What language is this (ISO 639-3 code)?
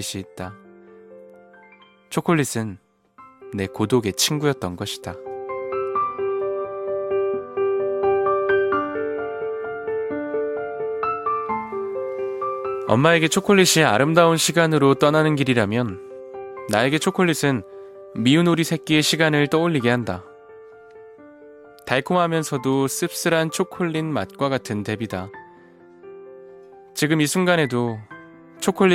kor